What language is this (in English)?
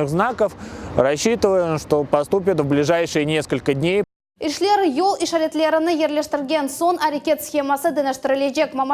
Crimean Tatar